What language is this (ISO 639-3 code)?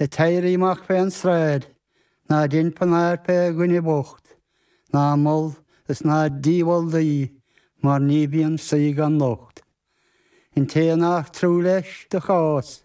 gle